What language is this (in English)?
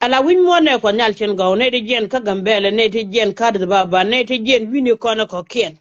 Nuer